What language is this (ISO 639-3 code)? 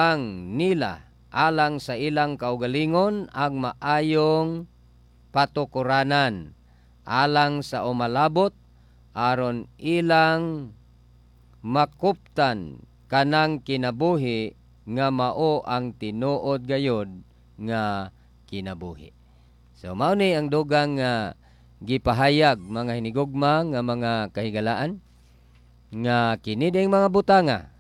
ceb